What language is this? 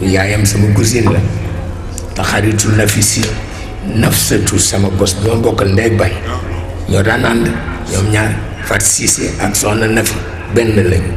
Wolof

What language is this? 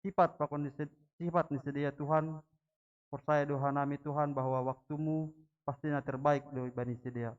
Batak Simalungun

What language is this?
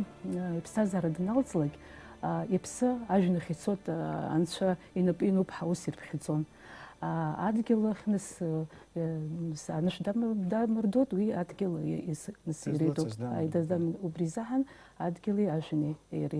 Abkhazian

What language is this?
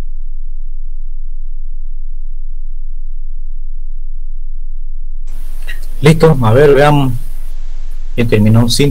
Spanish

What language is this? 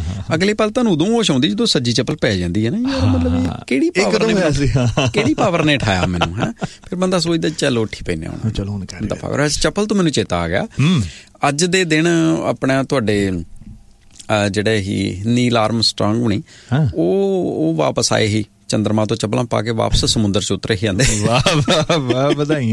Punjabi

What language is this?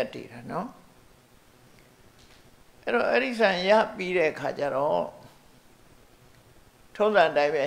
Burmese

